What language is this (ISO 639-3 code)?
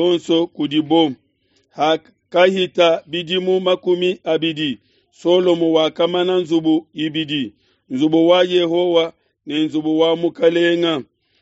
lua